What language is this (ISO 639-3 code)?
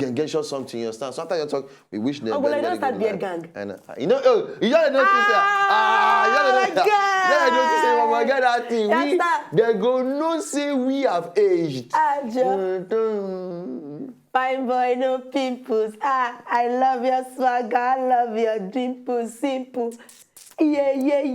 pcm